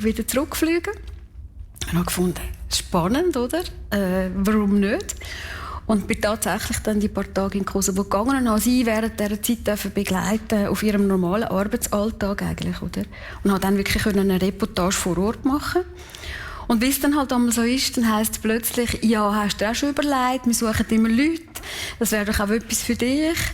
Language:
Swiss German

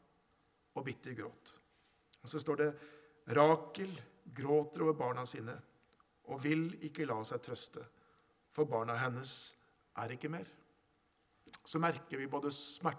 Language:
Norwegian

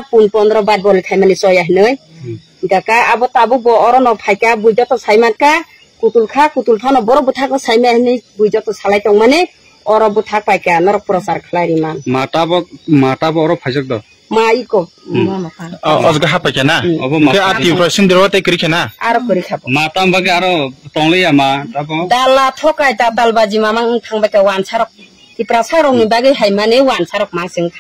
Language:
Kok Borok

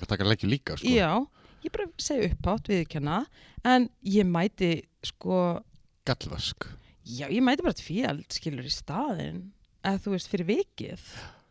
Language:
Icelandic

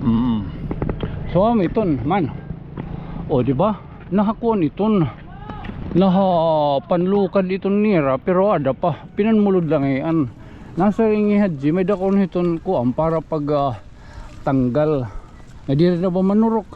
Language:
Waray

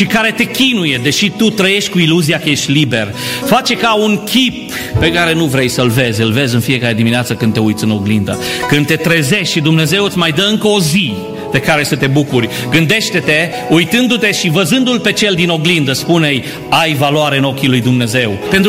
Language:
Romanian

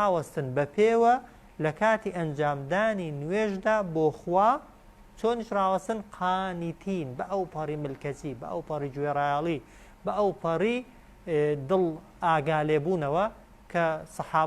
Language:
Central Kurdish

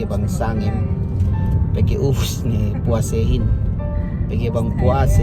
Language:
Yakan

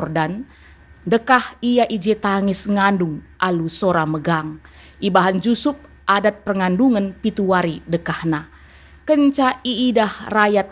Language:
Batak Karo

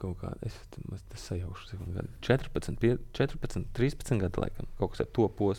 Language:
Latvian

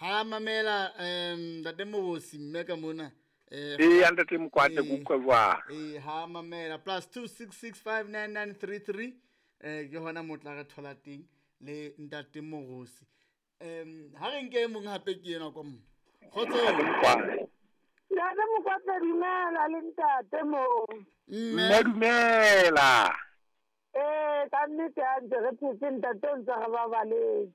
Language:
Southern Sotho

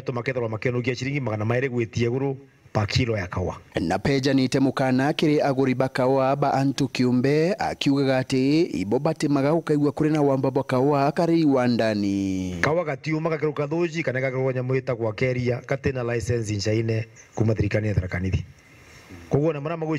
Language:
Meru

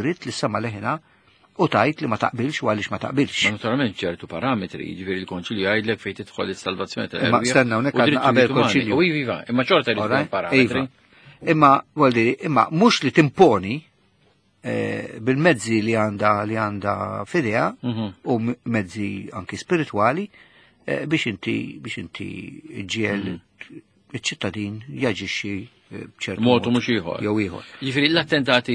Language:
Maltese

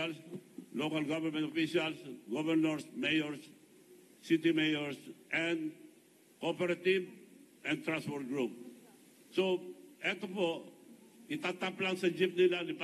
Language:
Filipino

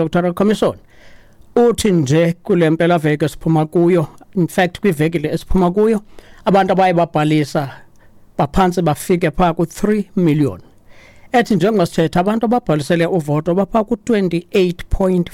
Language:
Xhosa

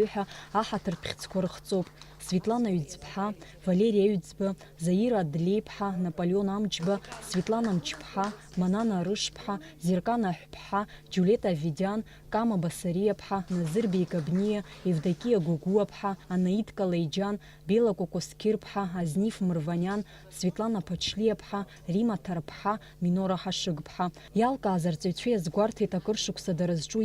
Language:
Abkhazian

